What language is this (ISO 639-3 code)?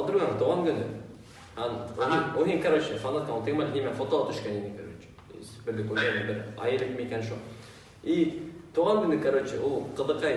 bak